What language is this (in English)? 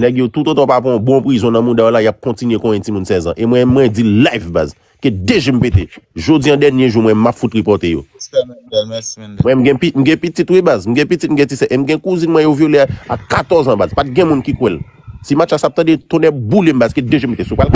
Haitian Creole